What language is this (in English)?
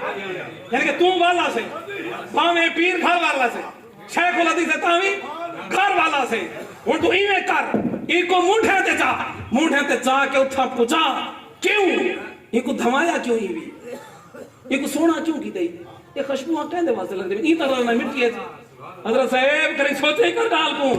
Saraiki